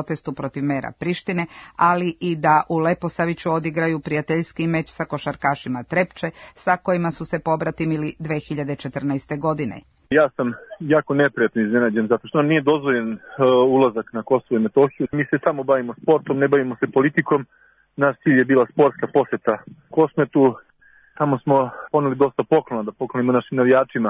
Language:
Serbian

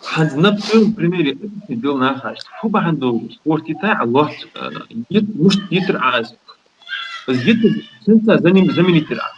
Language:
Ingush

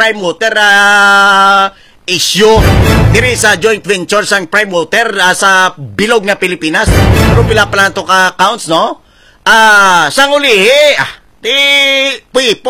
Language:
Hiligaynon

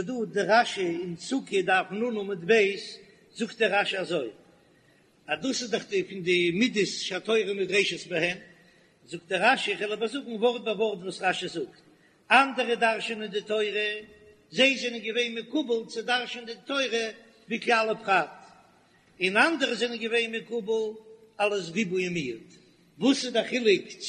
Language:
Yiddish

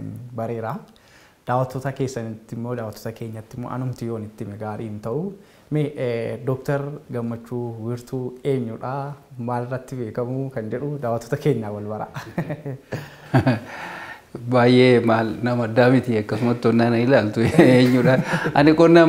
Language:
Oromo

